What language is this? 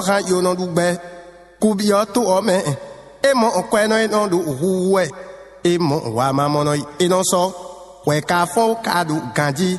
Fon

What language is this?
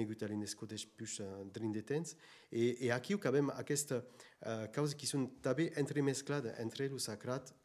Occitan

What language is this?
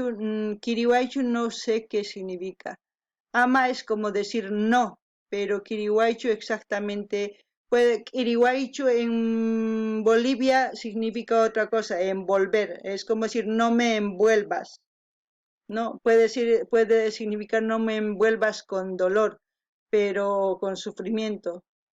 South Bolivian Quechua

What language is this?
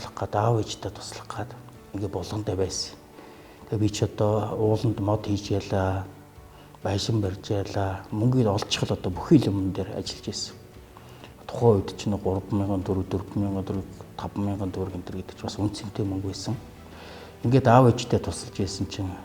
Mongolian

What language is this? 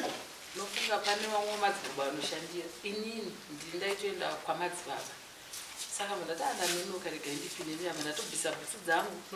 Shona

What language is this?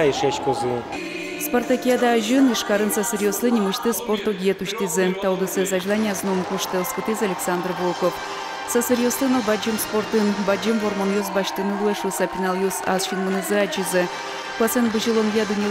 Udmurt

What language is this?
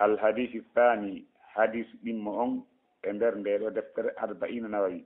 Fula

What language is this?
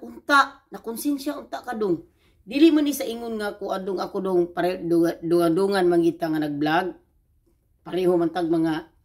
Cebuano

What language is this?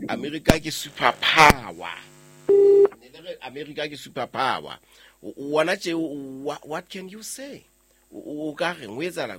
Southern Sotho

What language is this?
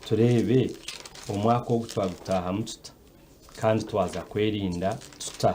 Nyankole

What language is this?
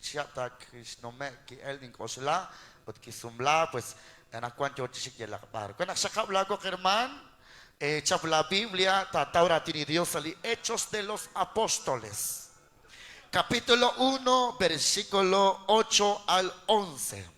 Kekchí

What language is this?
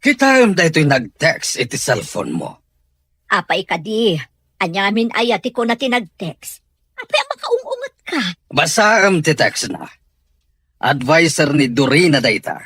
Iloko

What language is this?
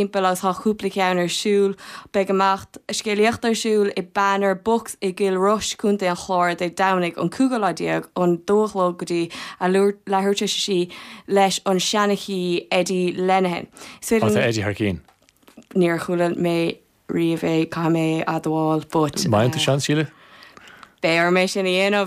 Irish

